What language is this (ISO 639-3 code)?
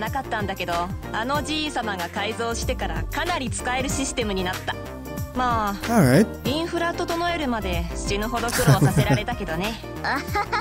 jpn